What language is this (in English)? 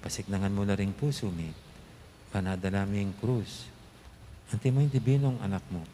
Pampanga